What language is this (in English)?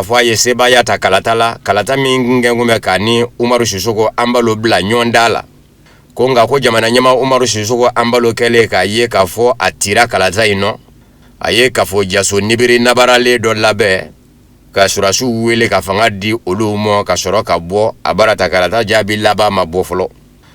Bambara